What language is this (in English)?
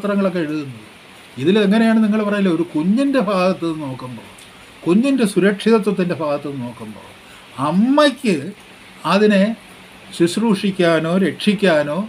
Malayalam